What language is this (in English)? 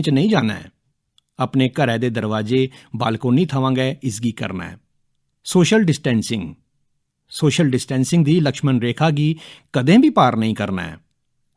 Dogri